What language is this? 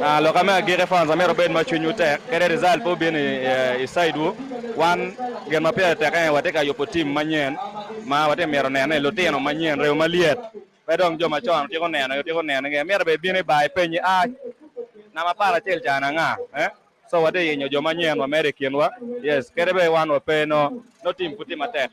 Acoli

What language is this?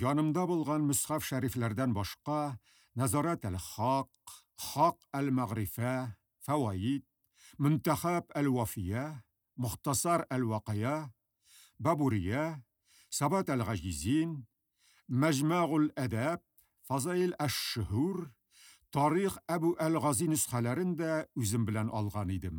Tatar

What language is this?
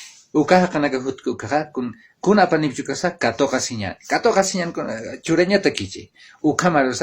Aymara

